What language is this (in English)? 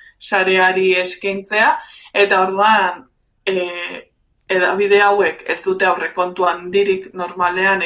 Basque